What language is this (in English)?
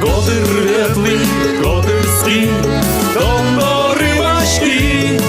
Udmurt